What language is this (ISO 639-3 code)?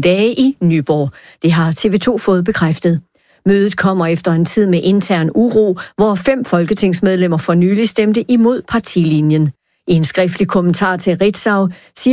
dan